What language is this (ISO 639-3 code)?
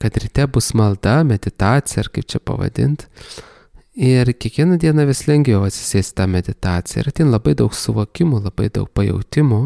lit